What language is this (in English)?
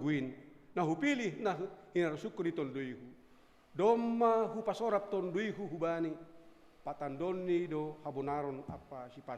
Batak Simalungun